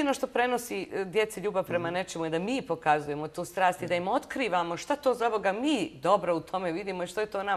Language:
Bosnian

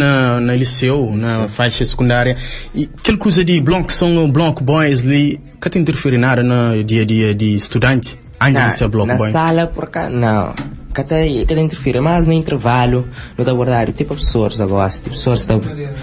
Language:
Kabuverdianu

